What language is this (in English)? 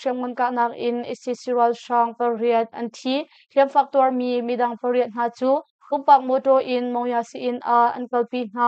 Hakha Chin